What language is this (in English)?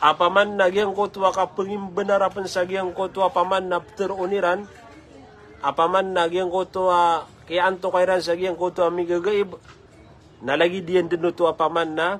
Maranao